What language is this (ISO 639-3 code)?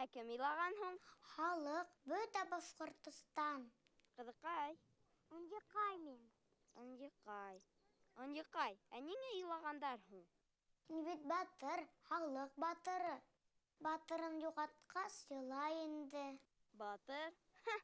bak